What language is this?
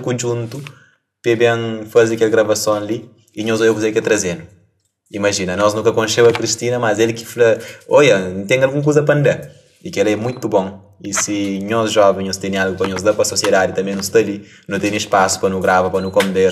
Kabuverdianu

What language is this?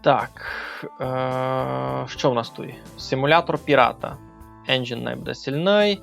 Rusyn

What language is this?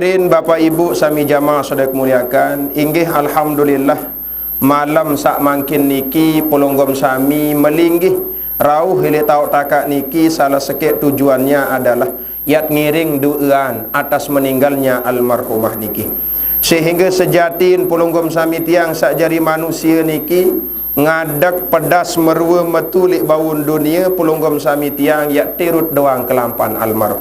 Sasak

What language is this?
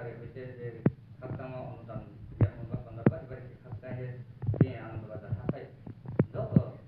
Riang (India)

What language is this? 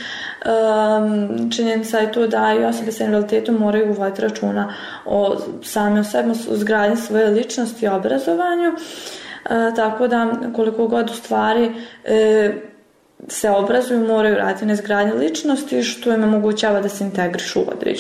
Bosnian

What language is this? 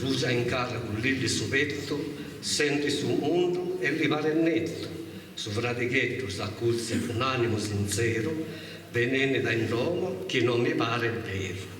Sardinian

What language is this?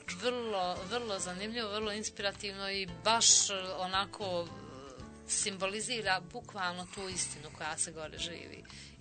Bosnian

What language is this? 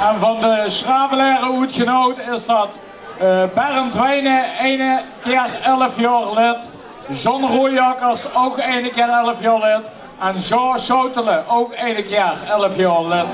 Limburgish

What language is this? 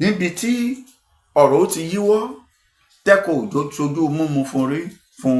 Yoruba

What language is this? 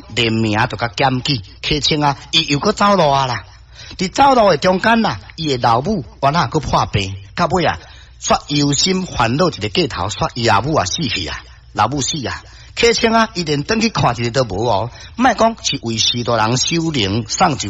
Min Nan Chinese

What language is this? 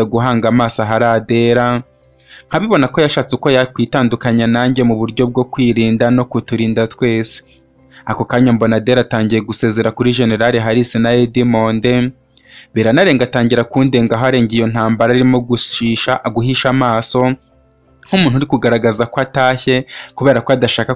Kinyarwanda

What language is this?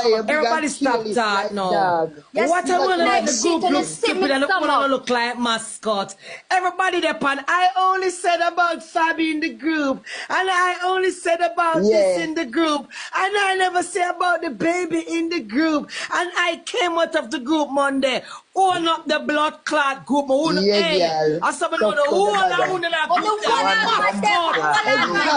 Jamaican Creole English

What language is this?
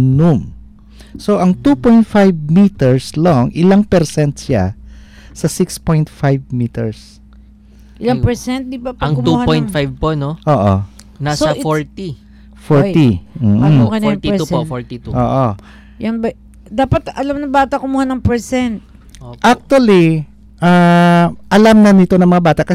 Filipino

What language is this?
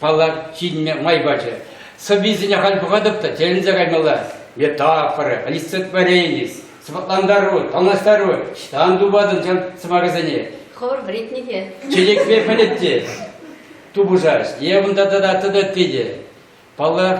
Chuvash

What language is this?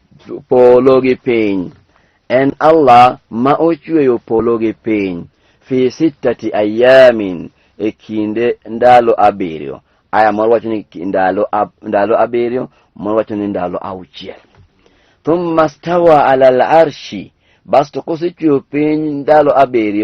Luo (Kenya and Tanzania)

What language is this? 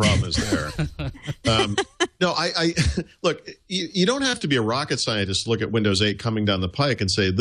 English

